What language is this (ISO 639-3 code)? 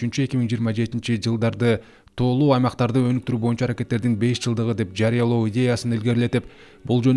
kir